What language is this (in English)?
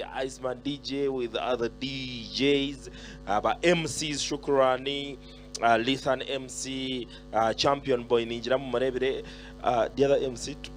Nyankole